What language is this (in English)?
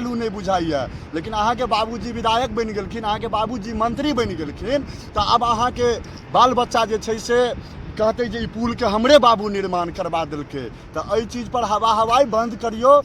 Maithili